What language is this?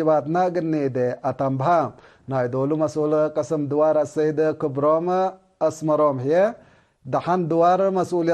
Tigre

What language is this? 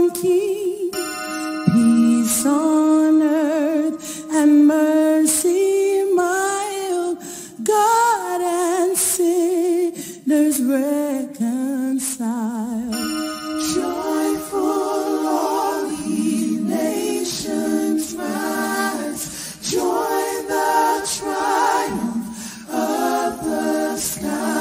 English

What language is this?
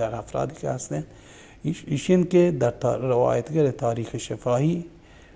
Baluchi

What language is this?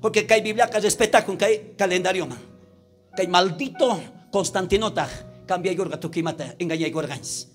South Bolivian Quechua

